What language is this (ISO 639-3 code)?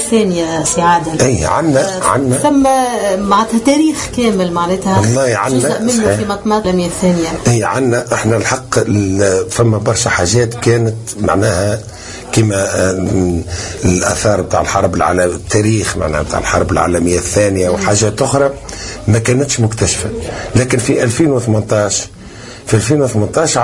aeb